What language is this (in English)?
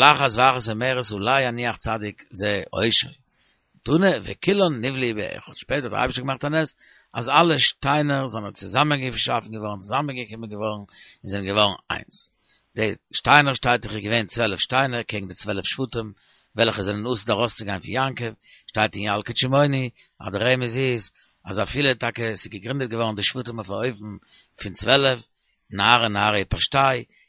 Yiddish